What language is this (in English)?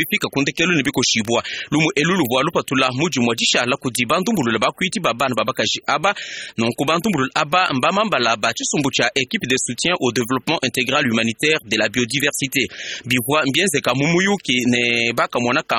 Luba-Lulua